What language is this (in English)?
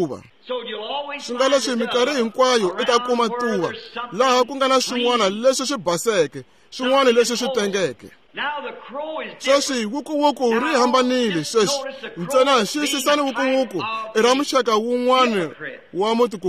Tsonga